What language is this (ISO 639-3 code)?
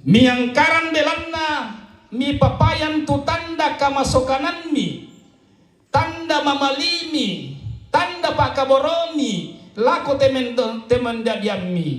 sda